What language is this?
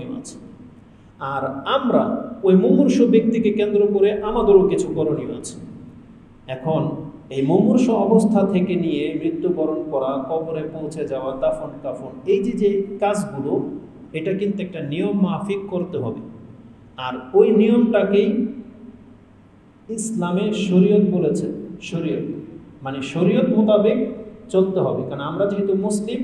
Bangla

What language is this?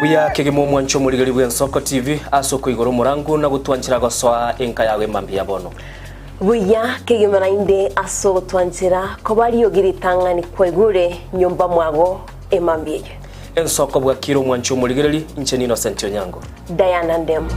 Gusii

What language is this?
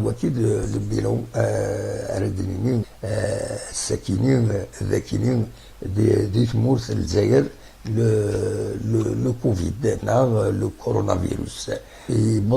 Kabyle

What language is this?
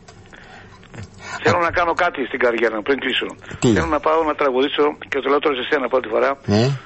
Greek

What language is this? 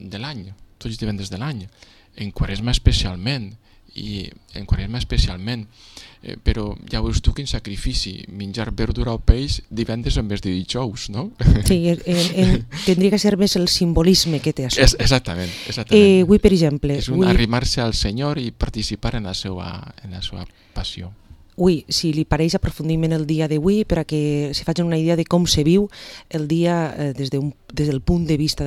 Catalan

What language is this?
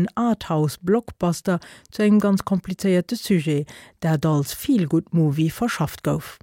Luxembourgish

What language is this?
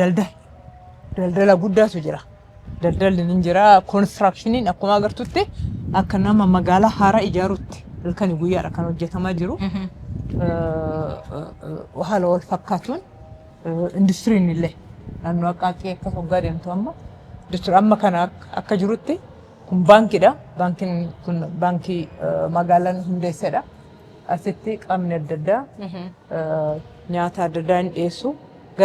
Oromo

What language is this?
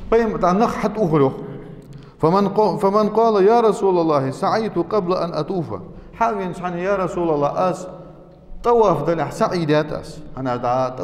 Ingush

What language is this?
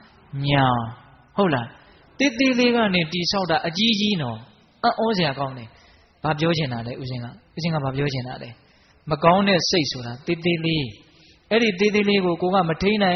Burmese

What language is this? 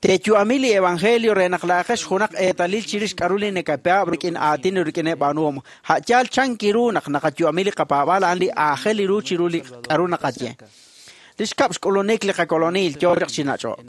Kekchí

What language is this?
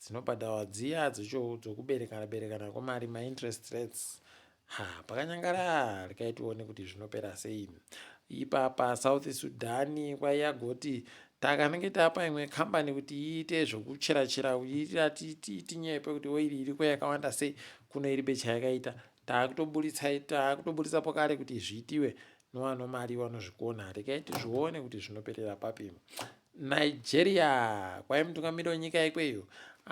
Ndau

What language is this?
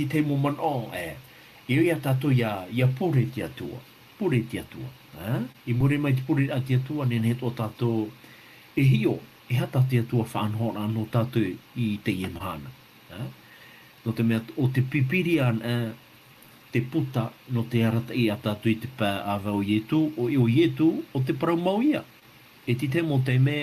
Tahitian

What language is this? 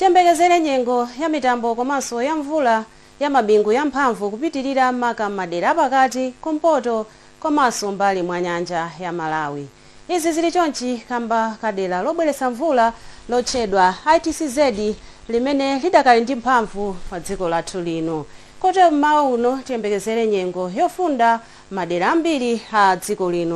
Nyanja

